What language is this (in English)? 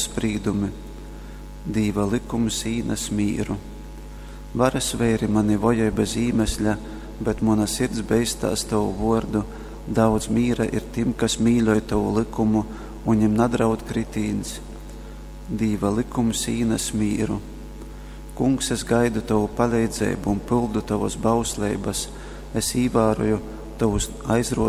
Latgalian